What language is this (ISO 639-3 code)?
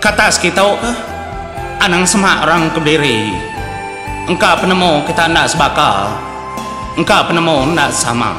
iba